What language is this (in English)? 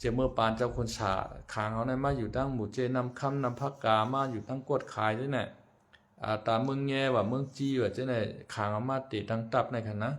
Shan